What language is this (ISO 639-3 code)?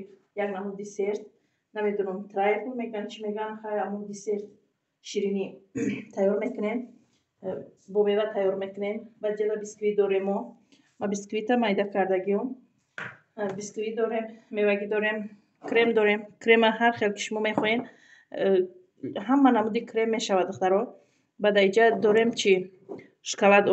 tgk